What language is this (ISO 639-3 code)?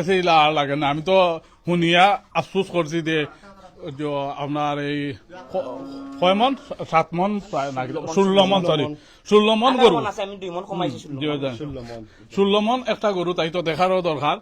syl